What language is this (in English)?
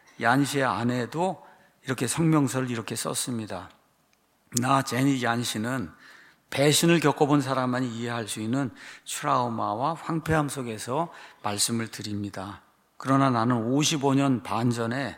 Korean